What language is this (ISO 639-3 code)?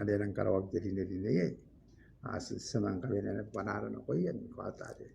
gil